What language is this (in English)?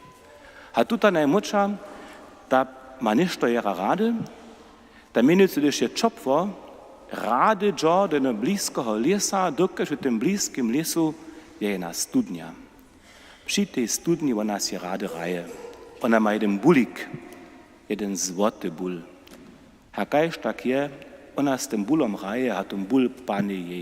Upper Sorbian